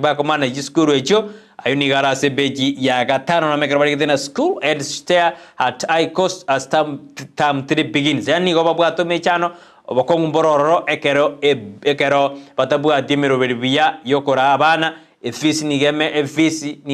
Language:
Gusii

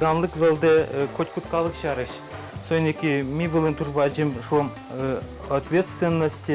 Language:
Udmurt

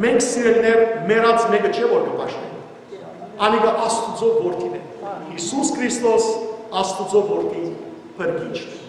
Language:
Western Armenian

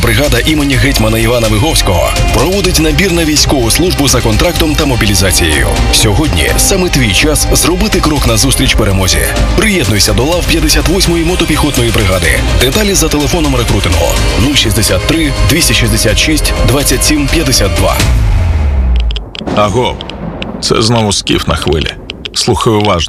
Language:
Ukrainian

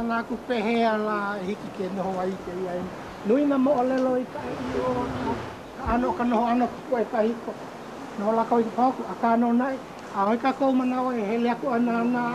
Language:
Hawaiian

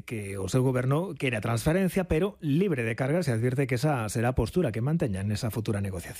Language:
Galician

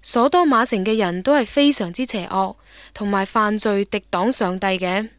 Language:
Cantonese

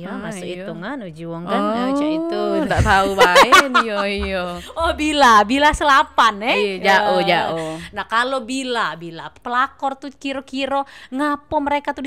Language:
Musi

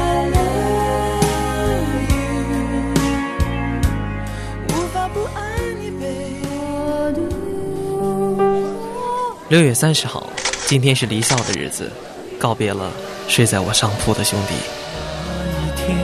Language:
Chinese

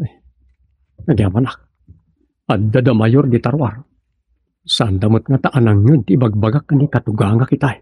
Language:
Iloko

